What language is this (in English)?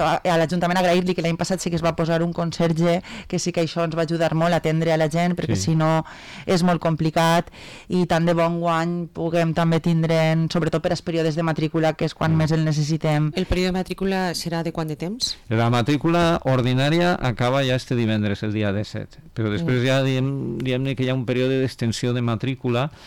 Catalan